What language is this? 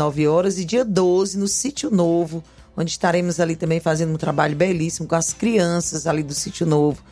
Portuguese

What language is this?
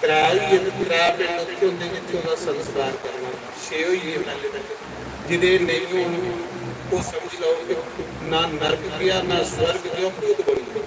Dogri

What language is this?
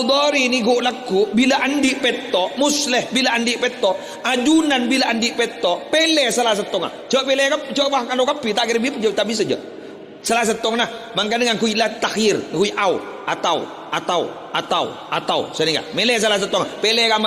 Madurese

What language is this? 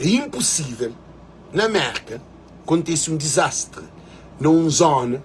Kabuverdianu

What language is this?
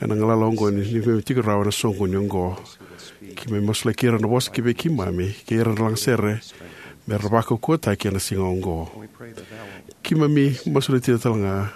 Fijian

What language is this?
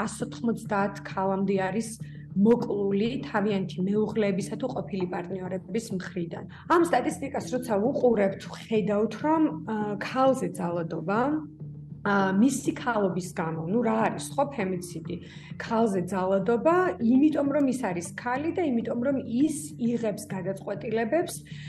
Georgian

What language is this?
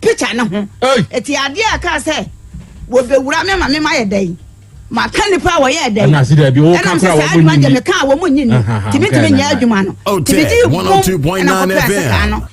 Akan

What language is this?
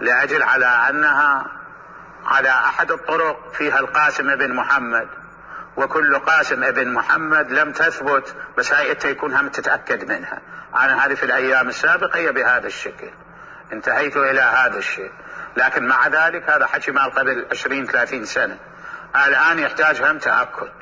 Mesopotamian Arabic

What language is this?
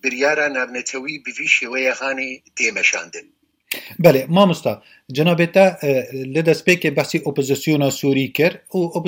Kurdish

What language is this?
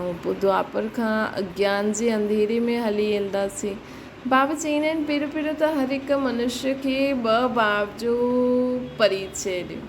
Sindhi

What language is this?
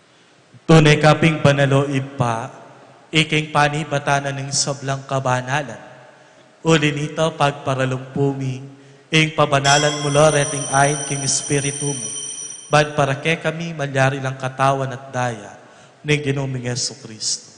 Pampanga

